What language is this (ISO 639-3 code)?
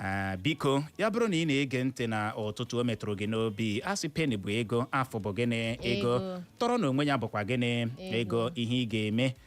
ibo